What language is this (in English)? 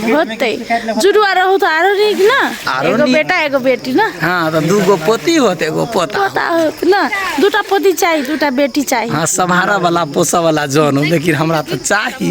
Maithili